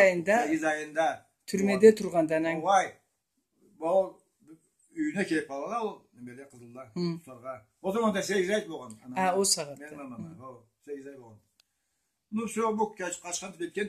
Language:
Karachay-Balkar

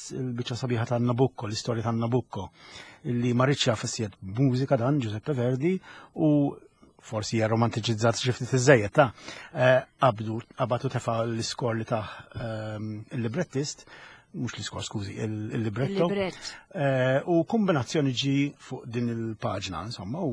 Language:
Maltese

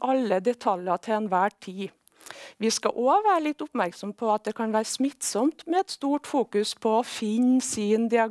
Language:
Norwegian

